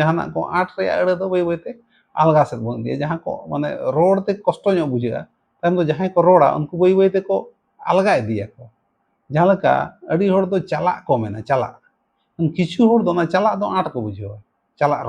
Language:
Santali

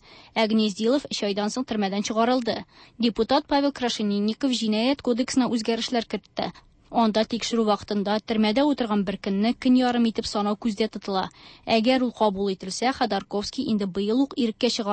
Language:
Tatar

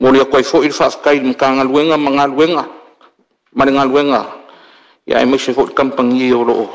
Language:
Samoan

